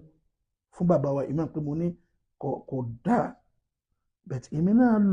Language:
Yoruba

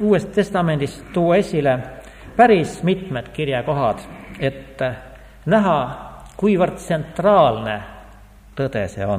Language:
Estonian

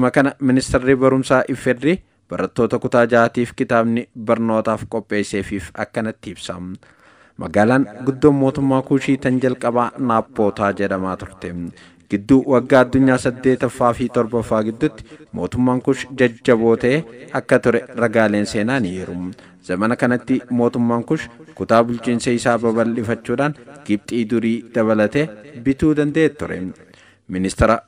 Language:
Oromo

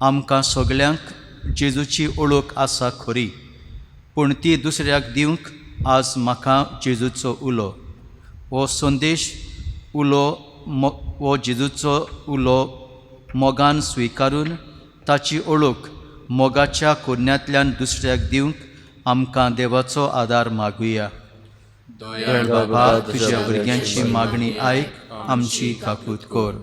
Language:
Konkani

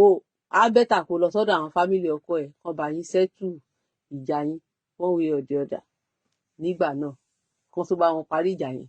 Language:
Yoruba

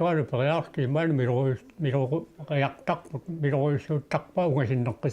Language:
Kalaallisut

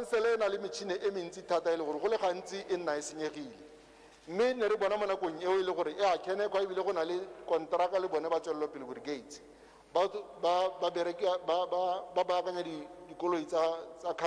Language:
Tswana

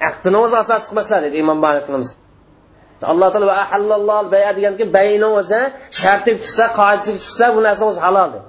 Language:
Uyghur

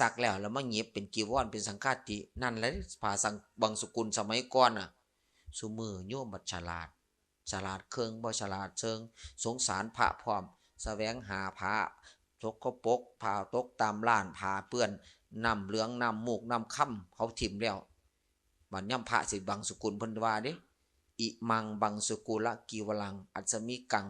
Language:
Lao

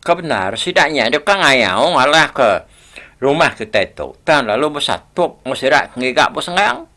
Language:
Iban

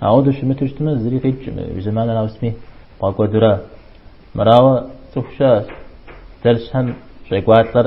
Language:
Kabardian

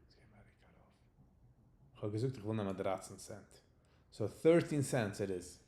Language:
Yiddish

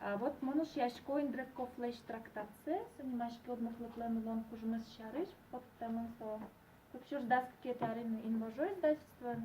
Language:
Udmurt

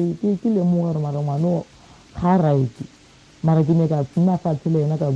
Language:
Tswana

